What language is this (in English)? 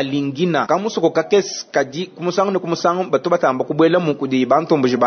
Luba-Lulua